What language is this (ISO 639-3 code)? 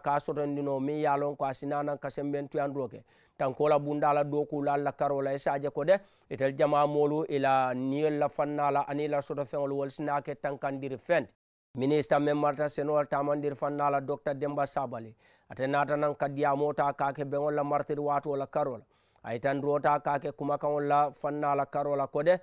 man